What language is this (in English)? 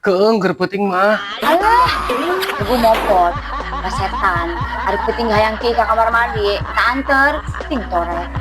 Sundanese